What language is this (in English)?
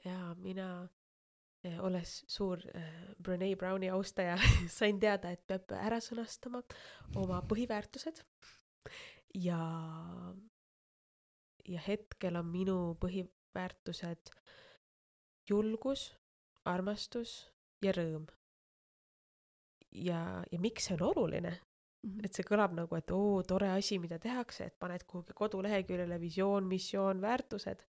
Estonian